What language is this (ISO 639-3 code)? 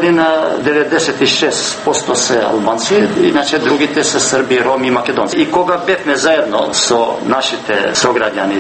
mkd